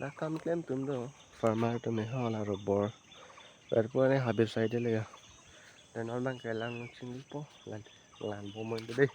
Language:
Karbi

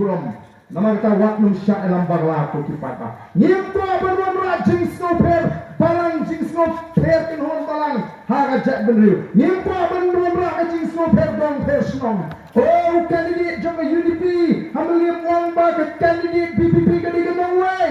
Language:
Khasi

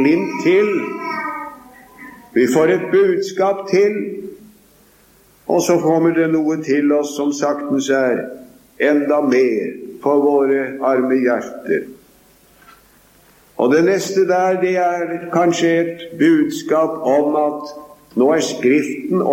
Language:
Norwegian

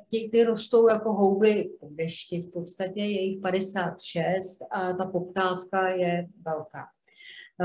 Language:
Czech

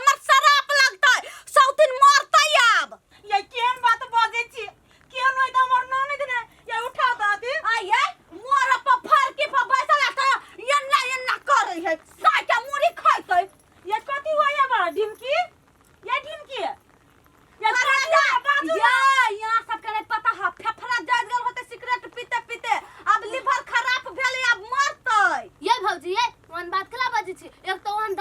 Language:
Maithili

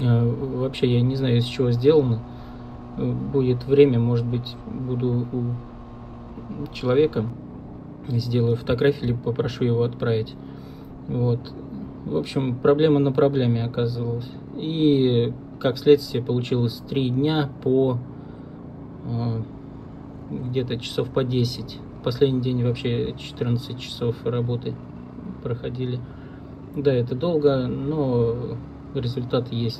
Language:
Russian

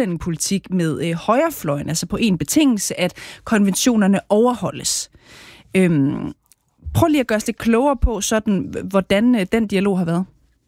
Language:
Danish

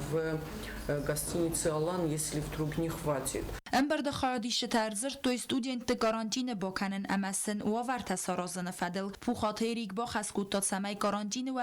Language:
Ossetic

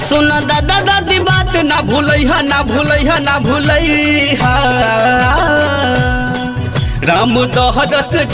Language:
Bhojpuri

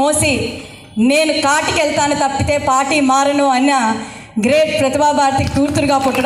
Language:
Telugu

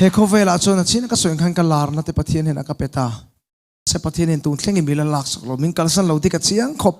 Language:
Mizo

